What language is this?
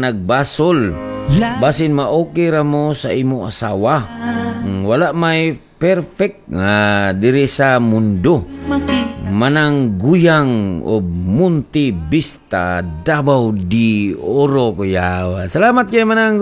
Cebuano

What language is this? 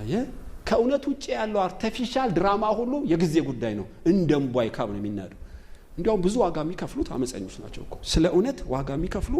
Amharic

